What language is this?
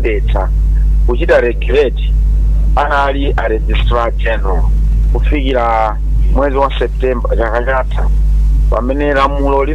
Nyanja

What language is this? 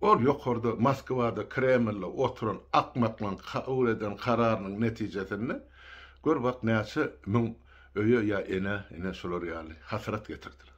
Turkmen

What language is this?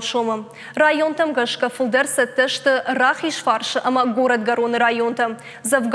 Ossetic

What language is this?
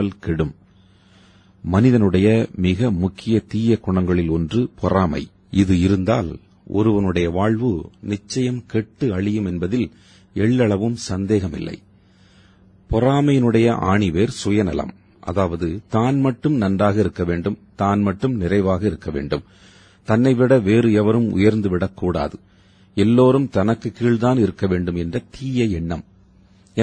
Tamil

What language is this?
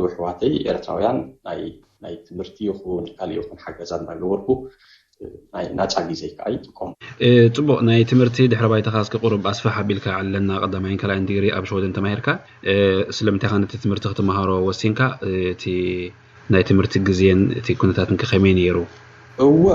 Tigrinya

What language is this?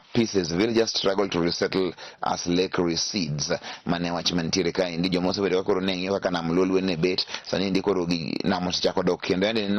Luo (Kenya and Tanzania)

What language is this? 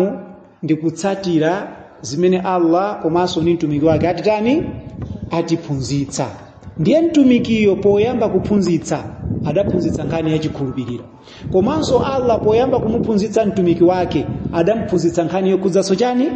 Nyanja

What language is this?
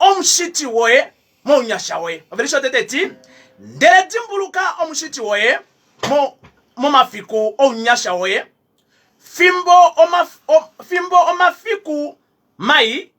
Kuanyama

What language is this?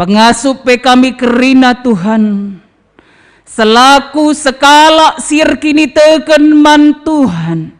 Batak Karo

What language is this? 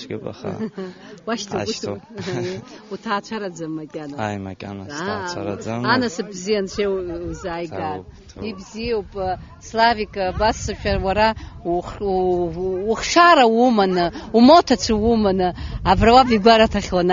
Abkhazian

